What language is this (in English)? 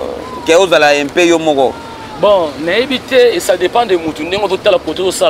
Lingala